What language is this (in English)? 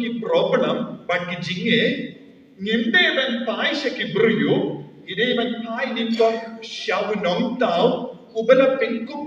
Khasi